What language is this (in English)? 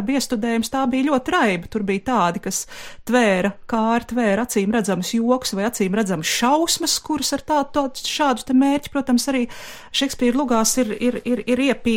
Latvian